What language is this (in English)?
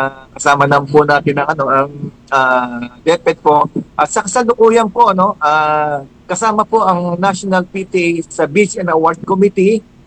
Filipino